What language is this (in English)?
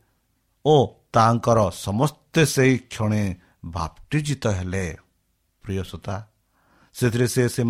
Odia